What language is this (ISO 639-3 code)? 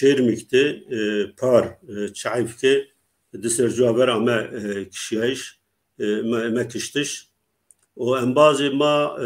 zza